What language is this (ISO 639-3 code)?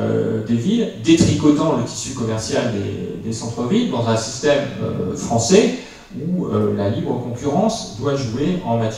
fra